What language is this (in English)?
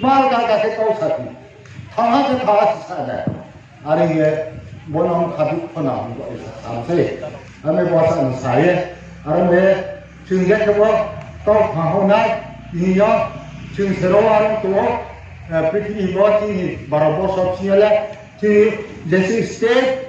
Riang (India)